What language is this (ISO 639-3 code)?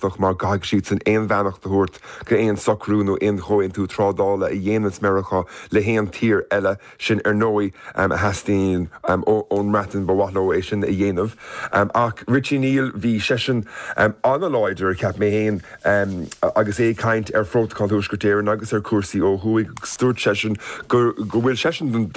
gle